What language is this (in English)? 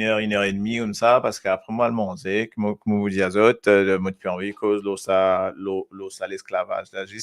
Morisyen